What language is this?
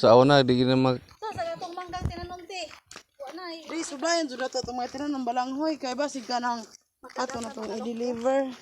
Cebuano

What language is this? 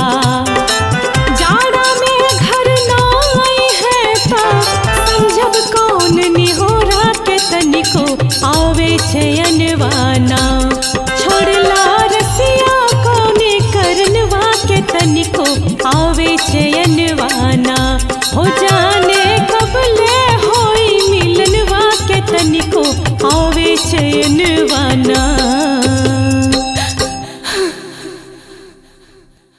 Bhojpuri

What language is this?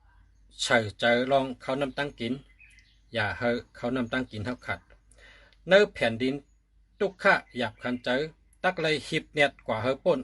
Shan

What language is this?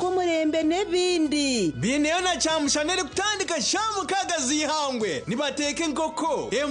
Nyankole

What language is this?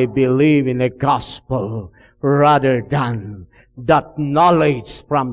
Iloko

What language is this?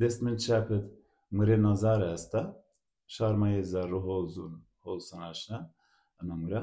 Zaza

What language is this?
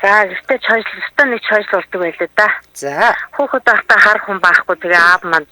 Mongolian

